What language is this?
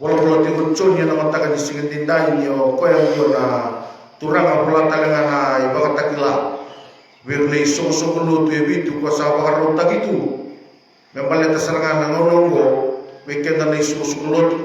Fijian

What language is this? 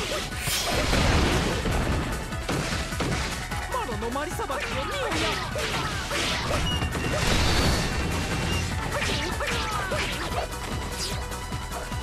Japanese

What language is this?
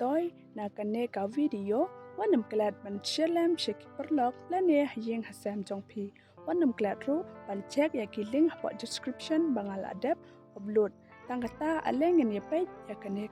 Khasi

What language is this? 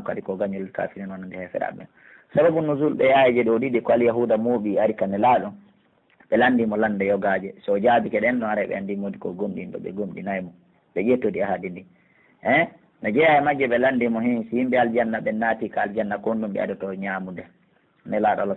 Pular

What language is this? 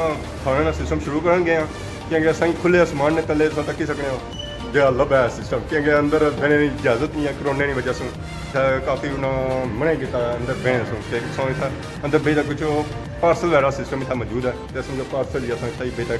Pahari-Potwari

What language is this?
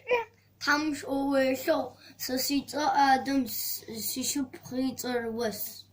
Adyghe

